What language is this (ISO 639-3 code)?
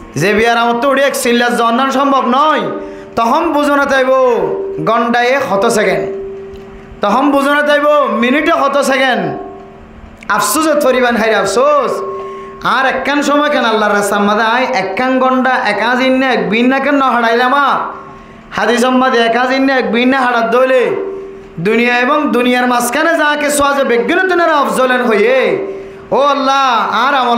rhg